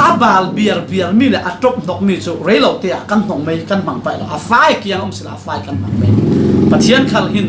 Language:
Falam Chin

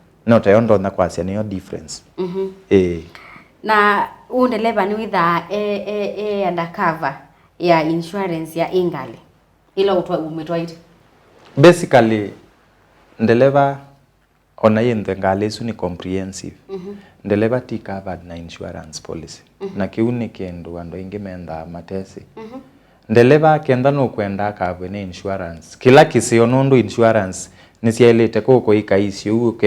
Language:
Kamba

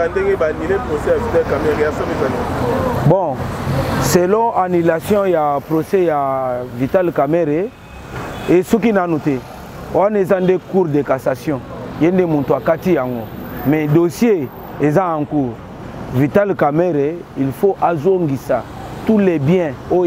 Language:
Lingala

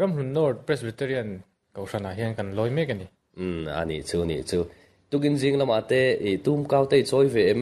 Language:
Mizo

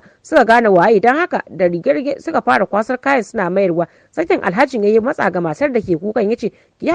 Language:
Hausa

